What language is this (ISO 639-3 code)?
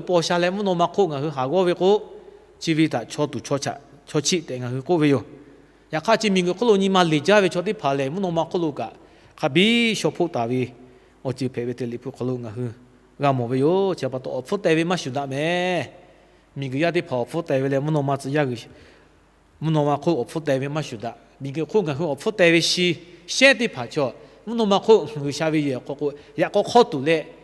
lhu